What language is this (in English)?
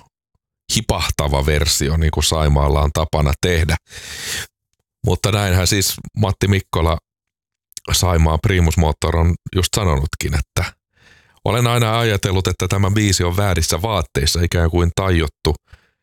Finnish